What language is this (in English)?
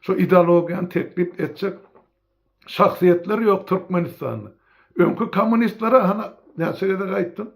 Turkmen